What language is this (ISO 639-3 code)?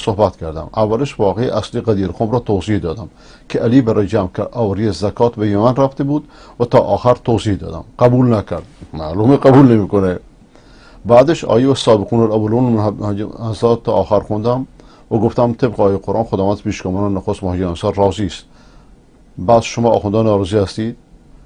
fas